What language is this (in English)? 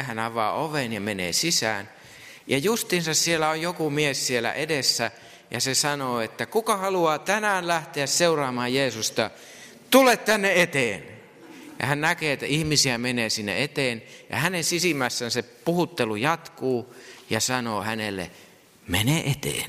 Finnish